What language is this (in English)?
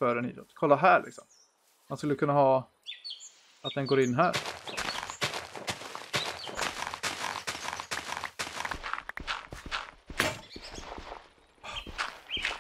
Swedish